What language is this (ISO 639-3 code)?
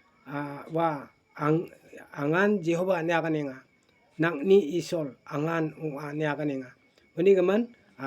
grt